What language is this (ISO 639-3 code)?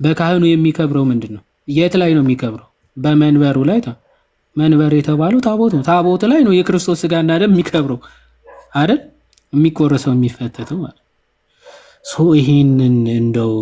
amh